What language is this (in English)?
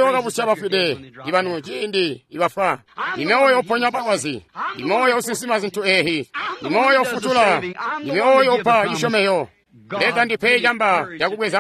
Tonga (Zambia)